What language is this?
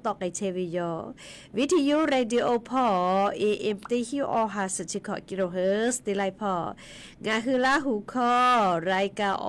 Lahu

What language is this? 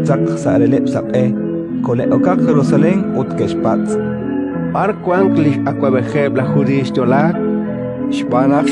Kekchí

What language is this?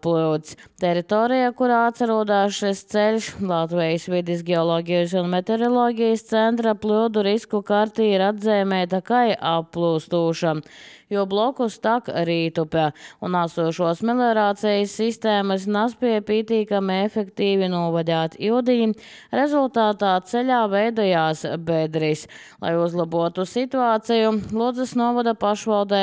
Latvian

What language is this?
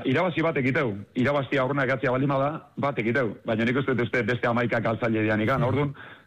Basque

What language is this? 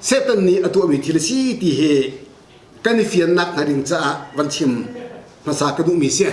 Hakha Chin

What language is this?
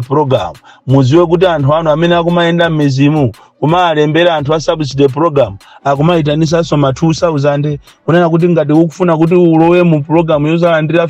Nyanja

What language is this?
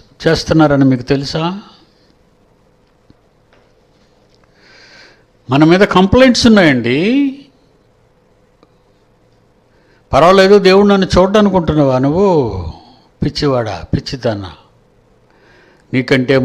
Telugu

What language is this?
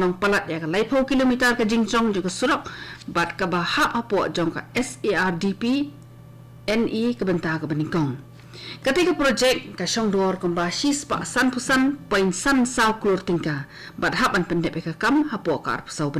Khasi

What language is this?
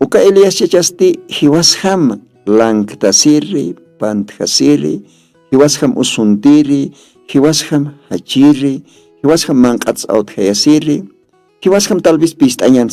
Aymara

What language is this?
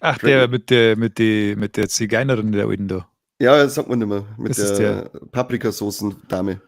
Bavarian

